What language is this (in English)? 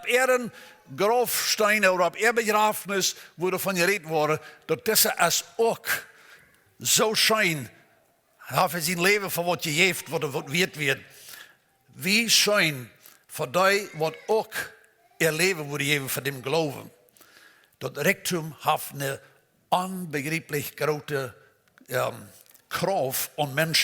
Plautdietsch